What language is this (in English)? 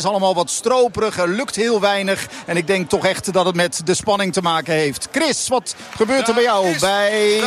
Dutch